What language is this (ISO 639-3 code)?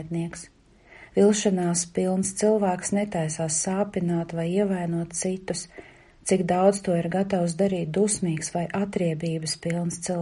lav